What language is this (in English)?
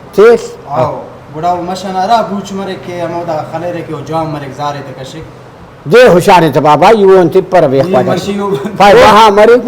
Brahui